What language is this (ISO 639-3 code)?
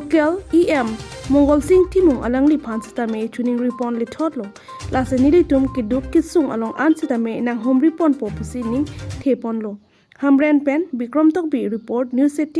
mjw